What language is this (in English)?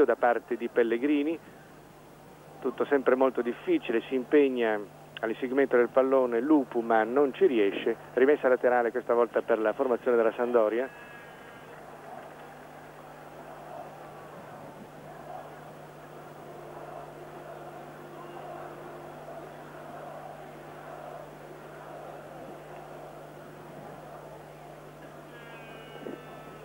Italian